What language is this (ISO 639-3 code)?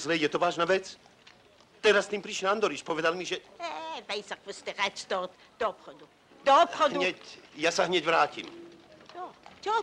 slk